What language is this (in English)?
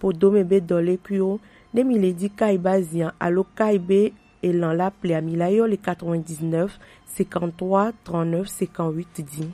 Gen